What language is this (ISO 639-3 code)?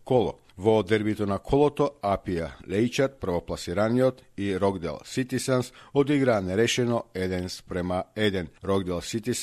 mkd